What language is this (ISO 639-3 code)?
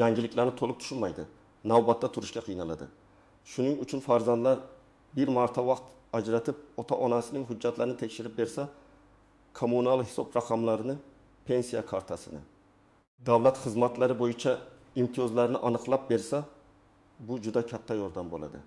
uzb